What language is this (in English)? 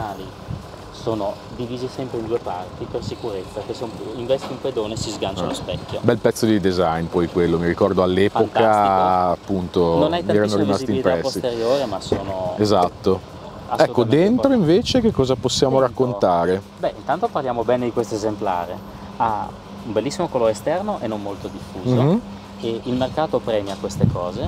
Italian